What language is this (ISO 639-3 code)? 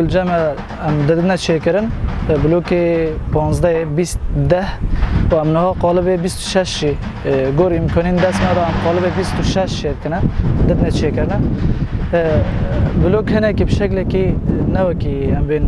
kur